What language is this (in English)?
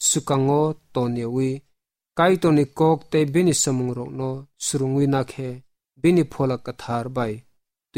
Kok Borok